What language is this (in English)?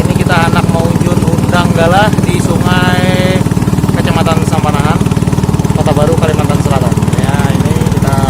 Banjar